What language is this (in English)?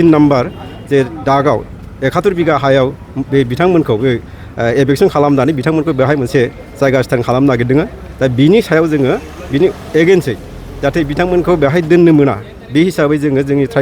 Bodo